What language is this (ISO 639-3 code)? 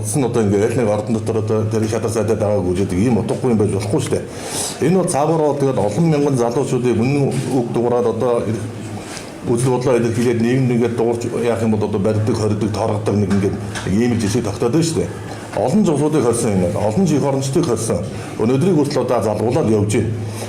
mon